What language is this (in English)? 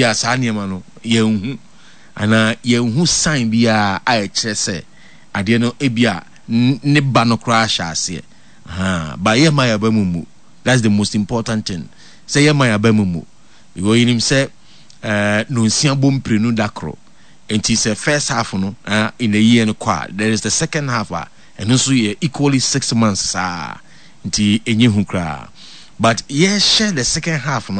Akan